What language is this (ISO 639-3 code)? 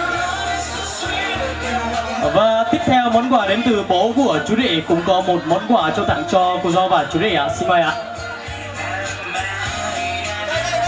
vie